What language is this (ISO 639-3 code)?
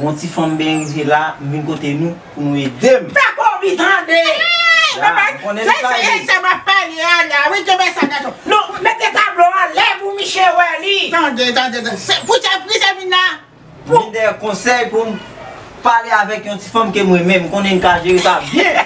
hat